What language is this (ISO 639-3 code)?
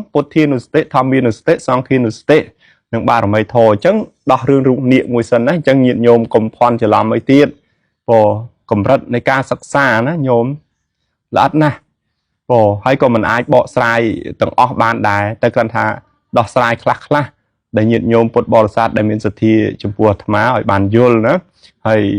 khm